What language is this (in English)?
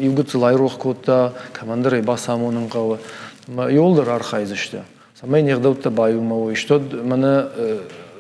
Ossetic